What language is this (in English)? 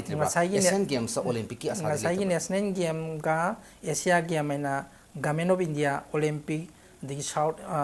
Manipuri